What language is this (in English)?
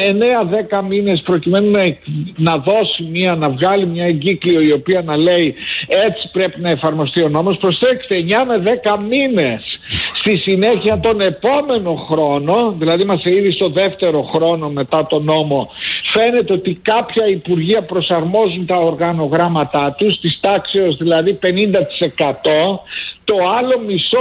Greek